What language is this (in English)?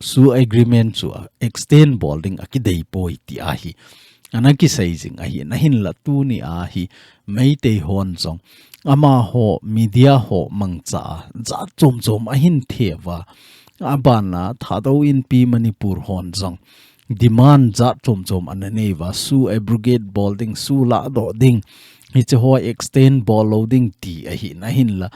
Thado Chin